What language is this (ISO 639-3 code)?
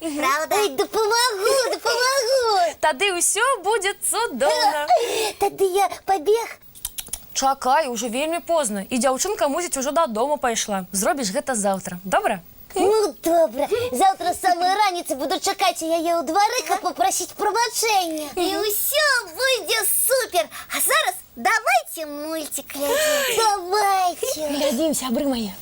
bel